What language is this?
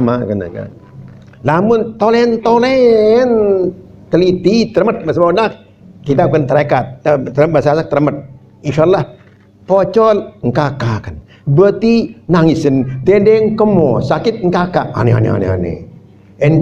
Sasak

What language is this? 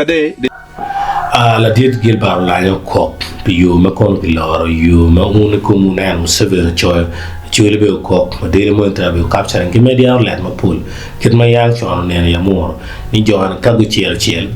Acoli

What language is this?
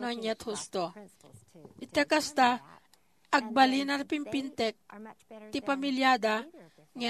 Iloko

